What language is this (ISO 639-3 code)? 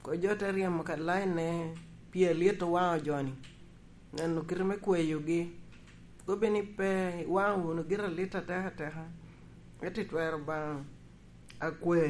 laj